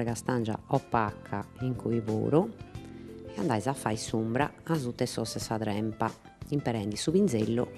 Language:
Sardinian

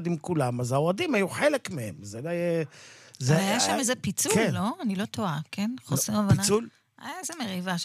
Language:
Hebrew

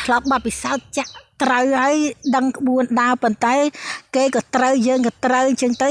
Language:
Khmer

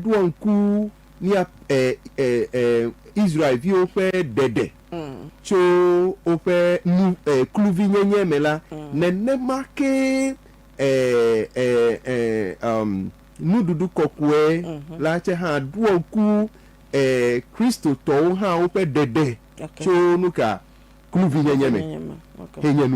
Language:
Ewe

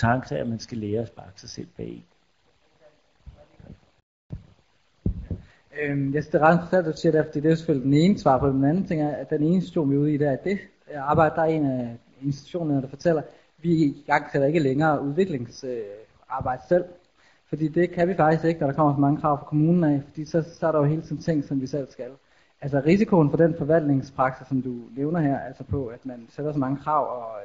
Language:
Danish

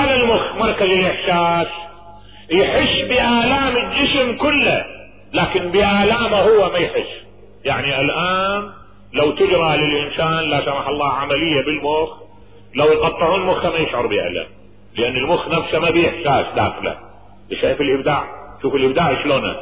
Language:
Mesopotamian Arabic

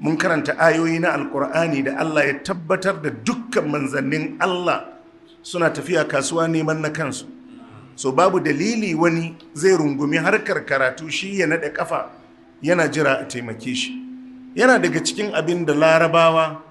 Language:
Hausa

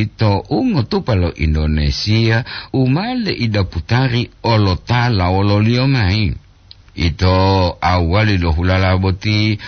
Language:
Gorontalo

